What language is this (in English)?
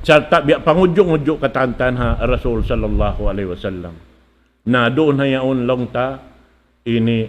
Tausug